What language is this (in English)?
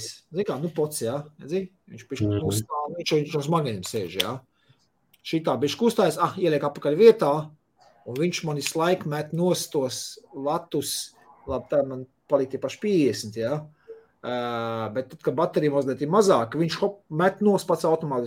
Latvian